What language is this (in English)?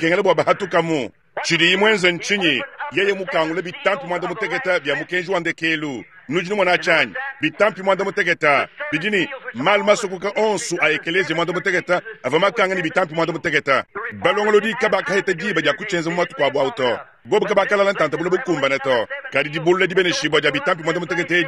Luba-Lulua